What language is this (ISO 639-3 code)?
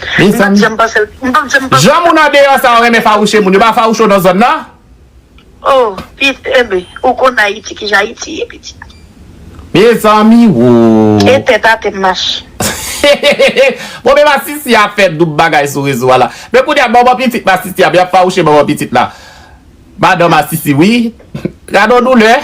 hat